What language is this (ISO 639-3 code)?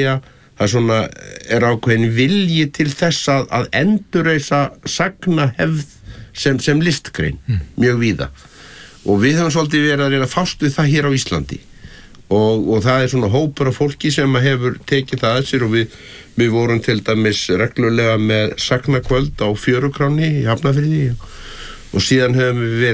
isl